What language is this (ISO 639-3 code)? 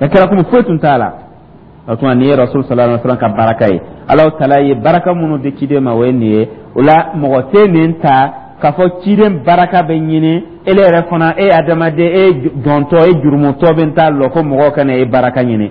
dyu